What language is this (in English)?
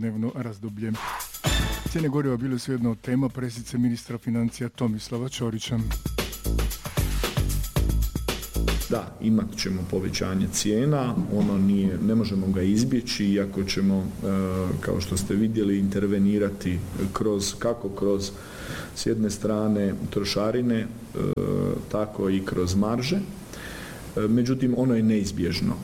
Croatian